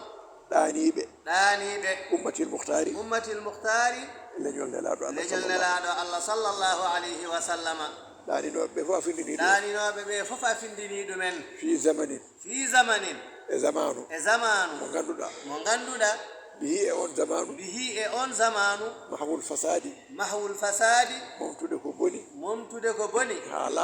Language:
Fula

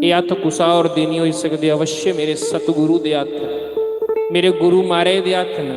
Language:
Dogri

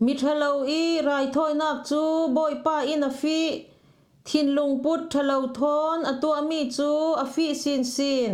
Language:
Falam Chin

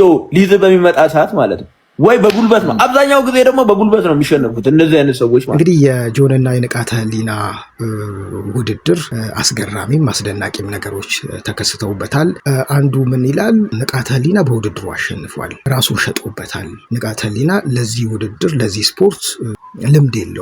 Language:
Amharic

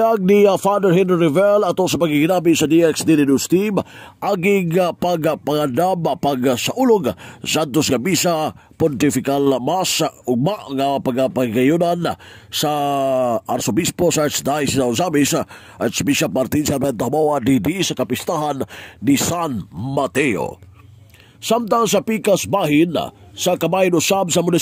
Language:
Cebuano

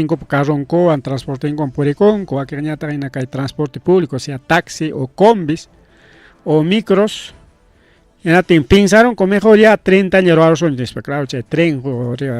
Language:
Ayacucho Quechua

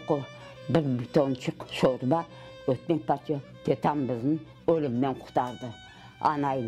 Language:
Crimean Tatar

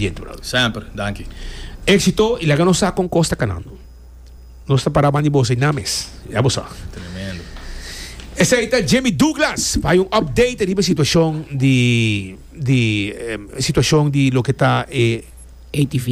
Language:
Portuguese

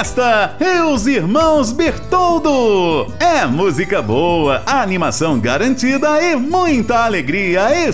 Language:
Portuguese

